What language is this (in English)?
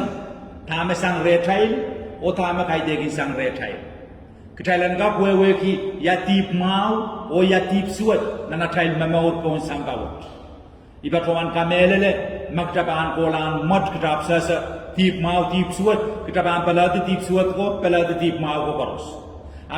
Pohnpeian